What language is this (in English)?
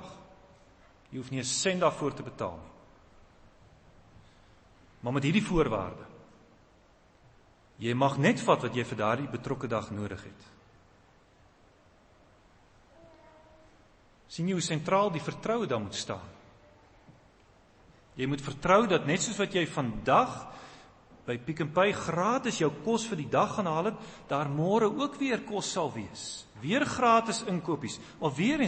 Afrikaans